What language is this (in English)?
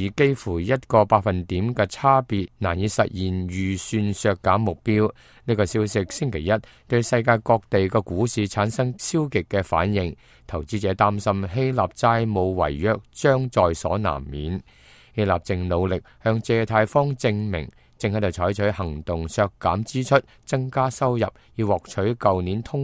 Cantonese